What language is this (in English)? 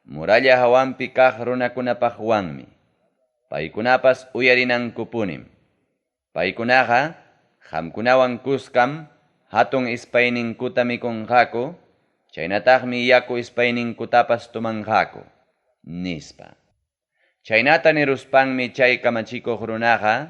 Ayacucho Quechua